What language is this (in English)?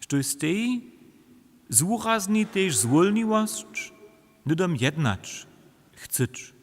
Upper Sorbian